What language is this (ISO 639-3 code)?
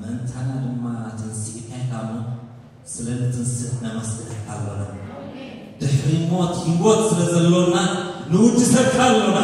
tir